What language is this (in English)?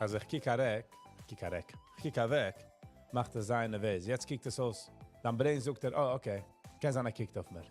Yiddish